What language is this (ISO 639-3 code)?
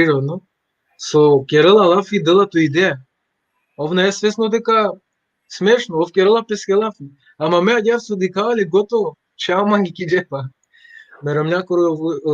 rmn